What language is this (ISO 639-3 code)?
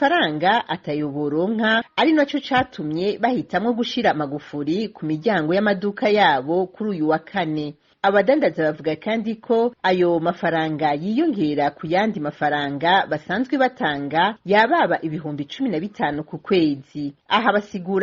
run